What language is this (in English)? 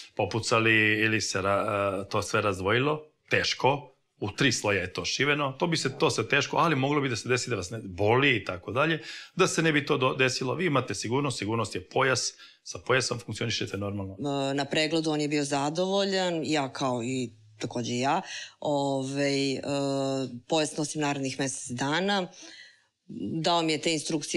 Serbian